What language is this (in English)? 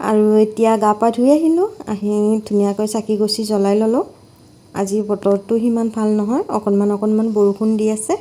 Assamese